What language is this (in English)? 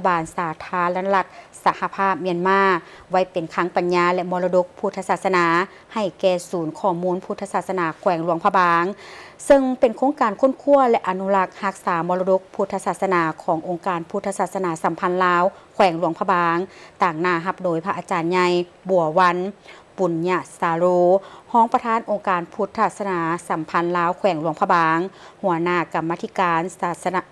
Lao